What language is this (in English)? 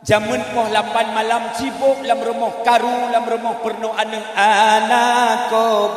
Achinese